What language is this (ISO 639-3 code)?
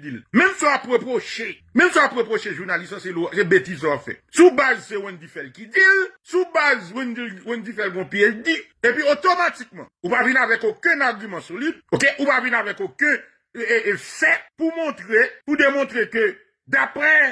hat